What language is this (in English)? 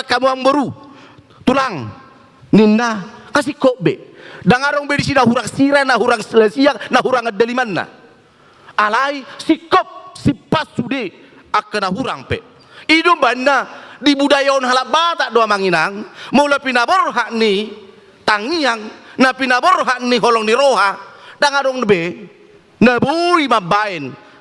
Batak Toba